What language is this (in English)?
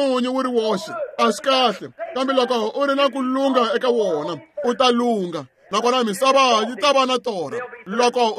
Tsonga